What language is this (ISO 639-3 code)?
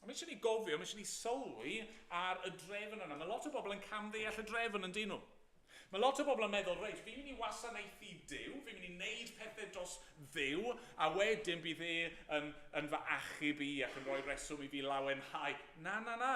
cym